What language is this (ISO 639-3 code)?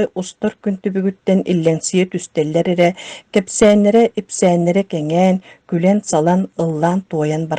sah